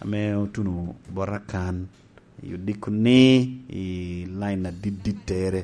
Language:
Lango (Uganda)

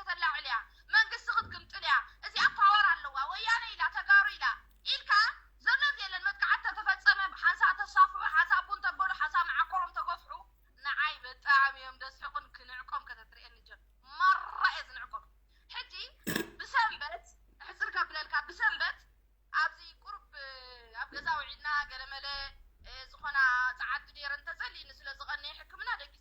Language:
Tigrinya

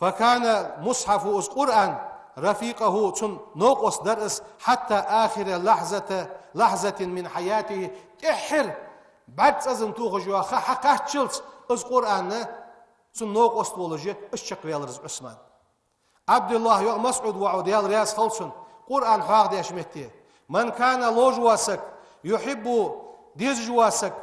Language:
Ingush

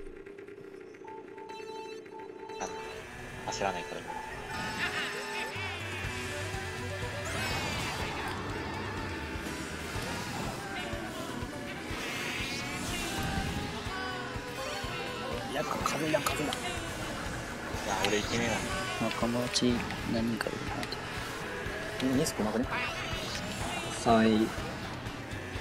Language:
Japanese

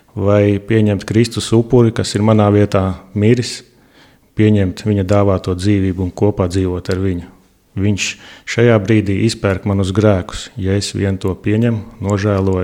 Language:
Latvian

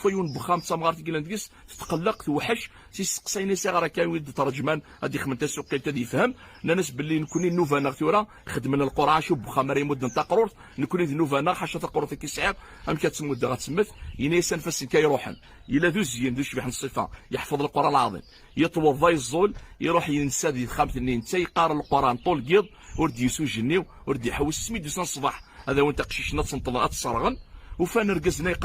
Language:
Kabyle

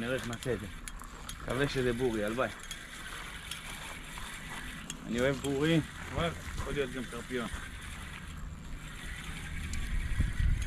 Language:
Hebrew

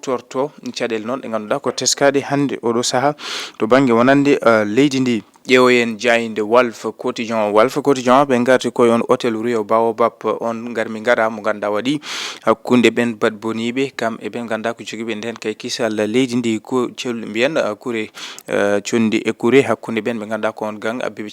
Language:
Fula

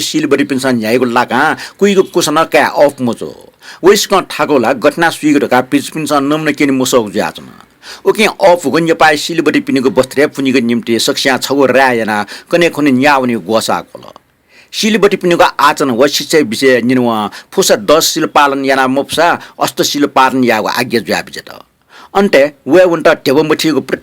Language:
Newari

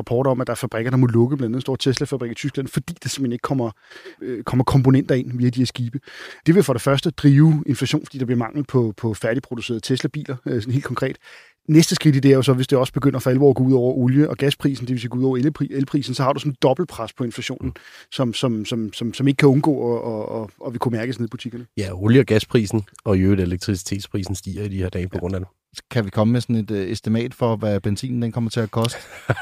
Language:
Danish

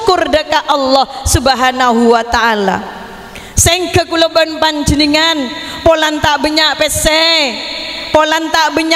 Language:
Madurese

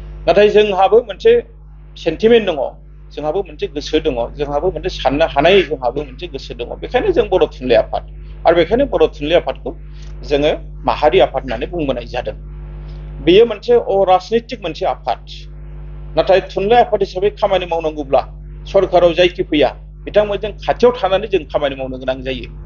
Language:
Bodo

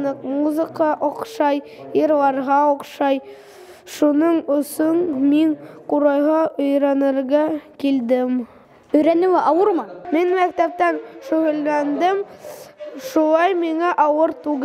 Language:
Bashkir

